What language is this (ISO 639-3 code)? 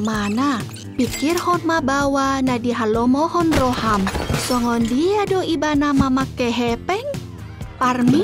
bbc